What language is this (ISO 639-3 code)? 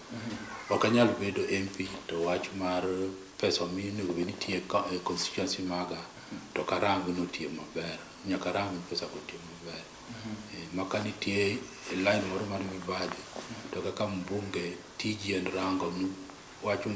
luo